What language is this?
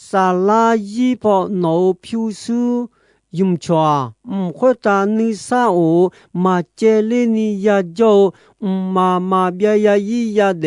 Akha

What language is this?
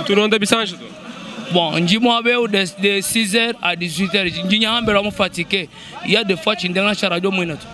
Luba-Lulua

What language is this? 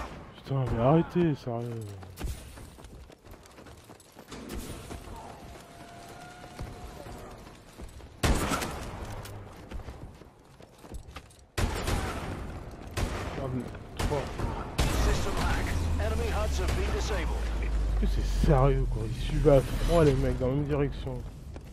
French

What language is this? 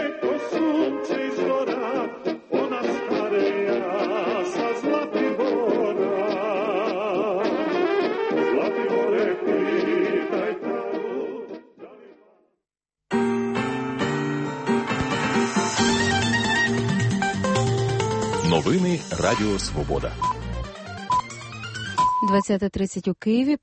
Ukrainian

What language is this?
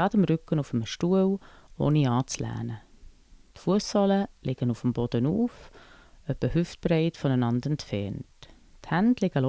Swiss German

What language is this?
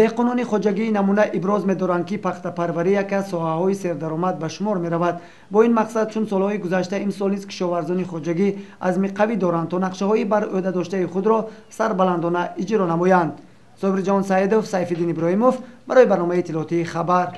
Tajik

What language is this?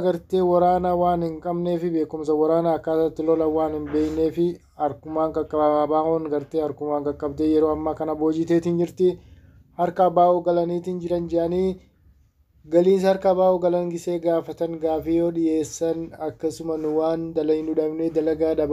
Oromo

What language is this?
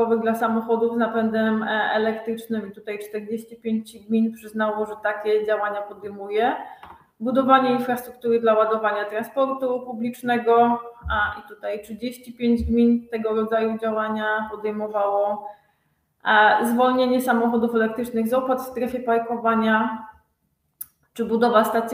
Polish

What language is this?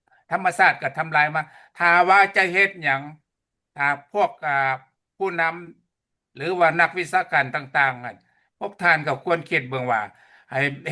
Lao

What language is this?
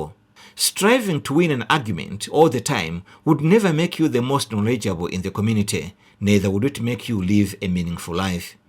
English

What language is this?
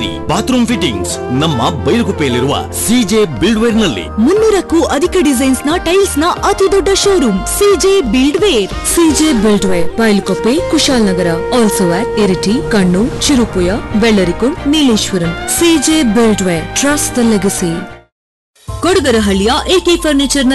Kannada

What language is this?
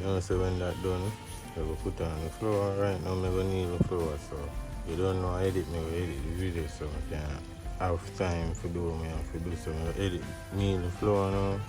Jamaican Creole English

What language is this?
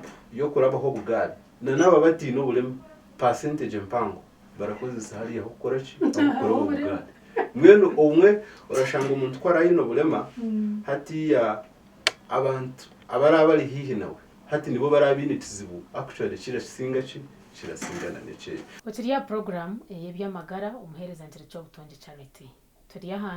Nyankole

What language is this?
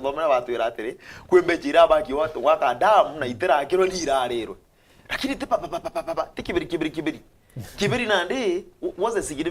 Meru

